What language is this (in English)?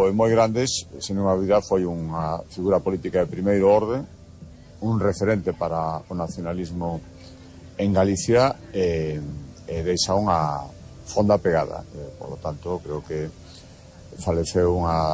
Galician